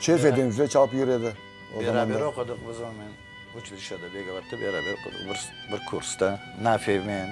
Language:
Crimean Tatar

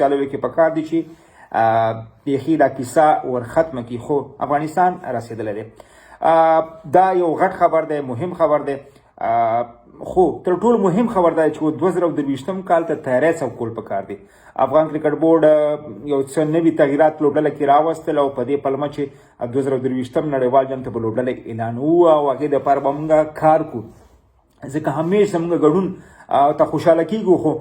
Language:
Pashto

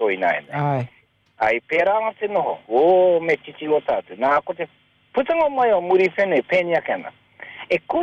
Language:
Māori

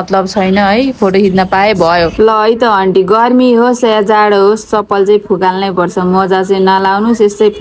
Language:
Nepali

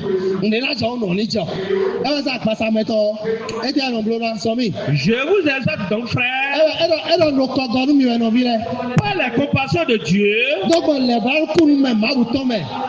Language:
Fon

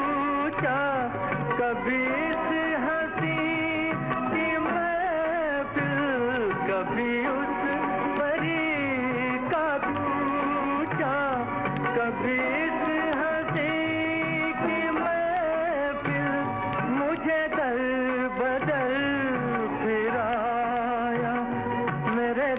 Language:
Hindi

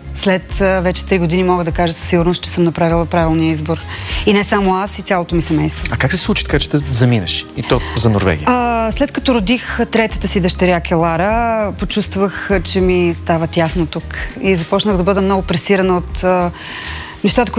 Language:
Bulgarian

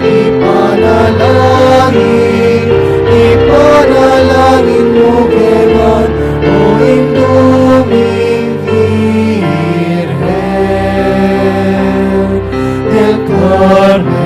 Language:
Pampanga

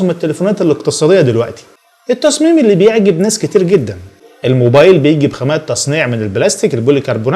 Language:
Egyptian Arabic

